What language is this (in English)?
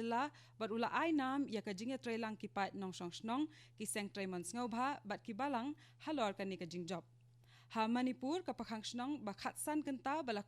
Khasi